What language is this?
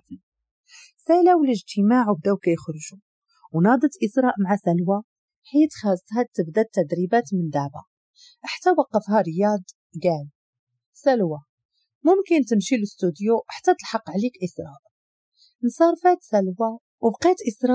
Moroccan Arabic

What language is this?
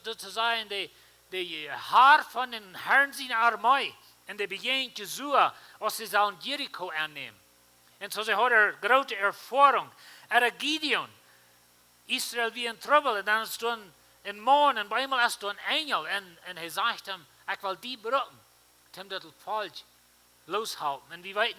Plautdietsch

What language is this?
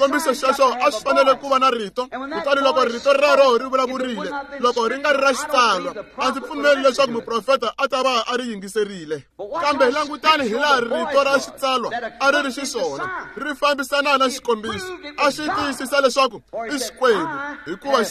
Tsonga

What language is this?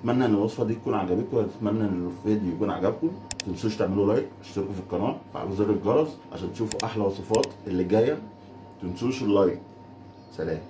Egyptian Arabic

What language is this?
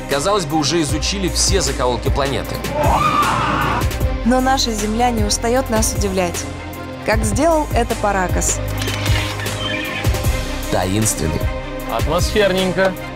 Russian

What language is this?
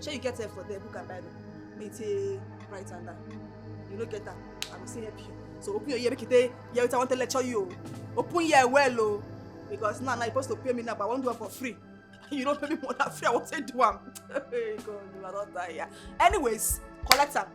Nigerian Pidgin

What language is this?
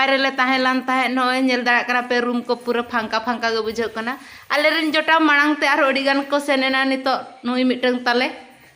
Santali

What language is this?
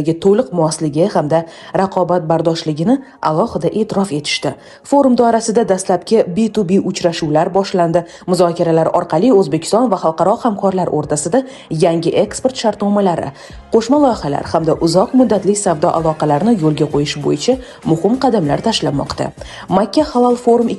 Uzbek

